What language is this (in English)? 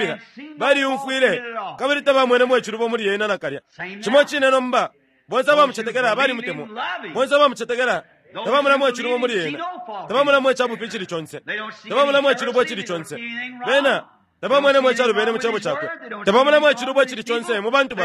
Bemba